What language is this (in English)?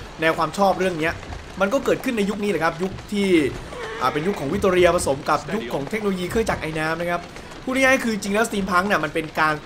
Thai